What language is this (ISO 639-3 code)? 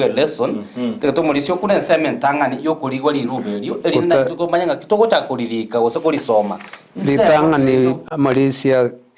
guz